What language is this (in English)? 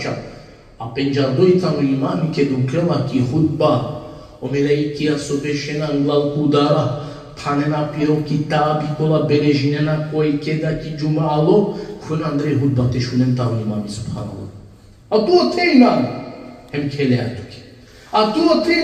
Balkan Romani